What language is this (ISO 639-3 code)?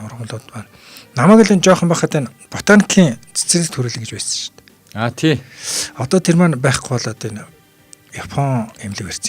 mon